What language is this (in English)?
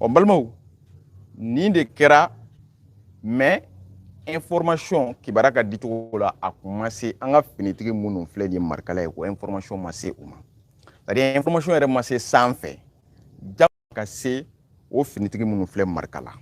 Bambara